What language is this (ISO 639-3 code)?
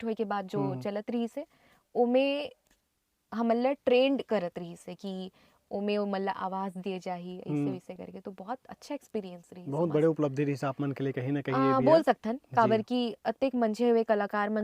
hne